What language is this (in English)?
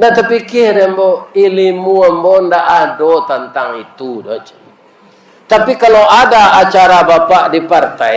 Minangkabau